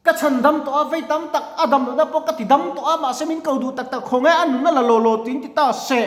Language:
Mizo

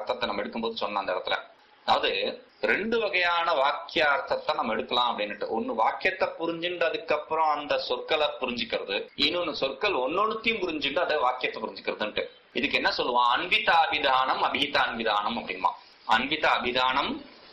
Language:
Tamil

